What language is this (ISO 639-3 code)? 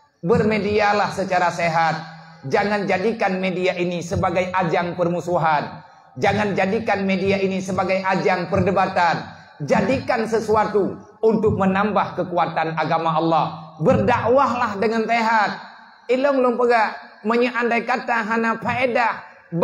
ace